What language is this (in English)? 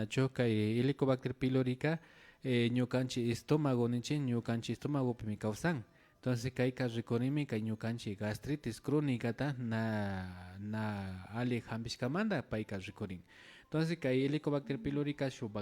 Imbabura Highland Quichua